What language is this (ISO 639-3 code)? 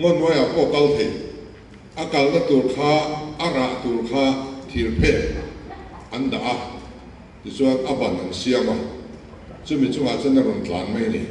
lus